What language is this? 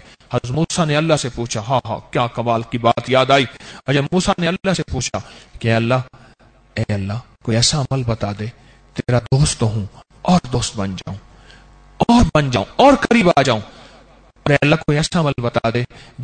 Urdu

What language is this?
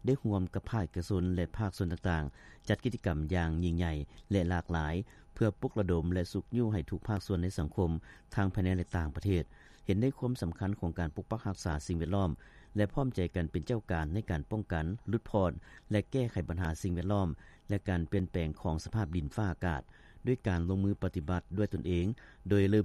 Lao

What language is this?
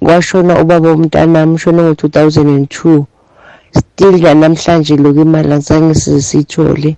South Ndebele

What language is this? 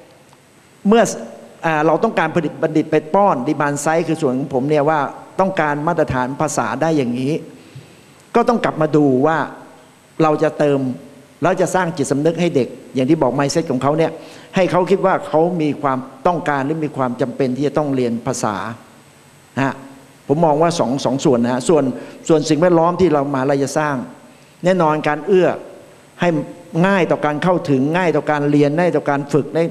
Thai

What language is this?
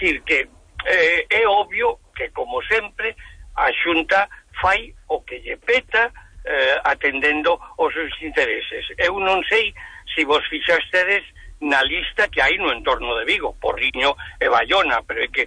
Galician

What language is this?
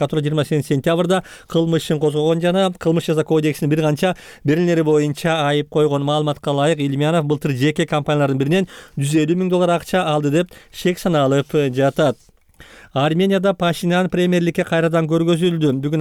Kyrgyz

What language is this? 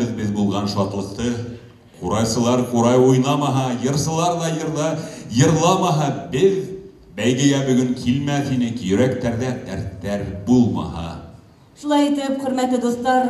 Bashkir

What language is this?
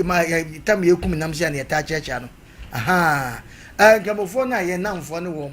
Akan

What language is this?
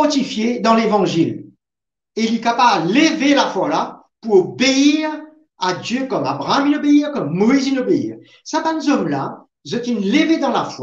Morisyen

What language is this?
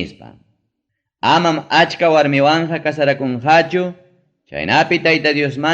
Ayacucho Quechua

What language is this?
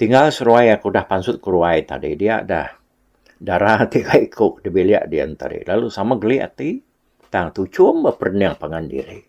Iban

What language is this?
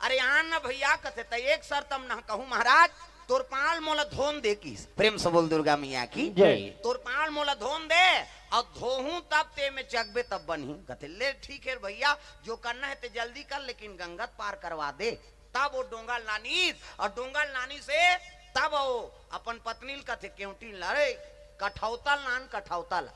Chhattisgarhi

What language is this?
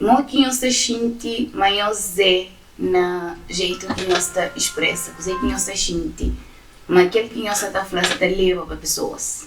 Kabuverdianu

